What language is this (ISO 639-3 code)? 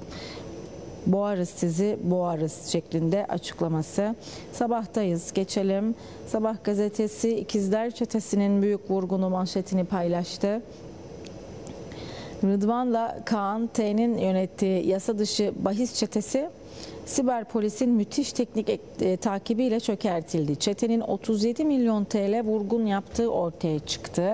tur